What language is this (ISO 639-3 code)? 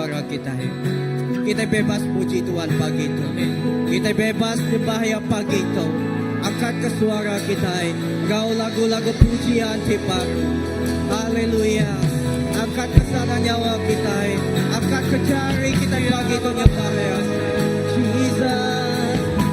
iba